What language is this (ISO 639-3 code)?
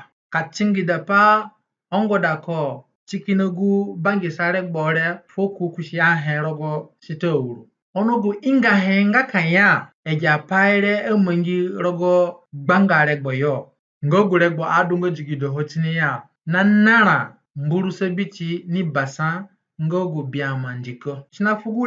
zne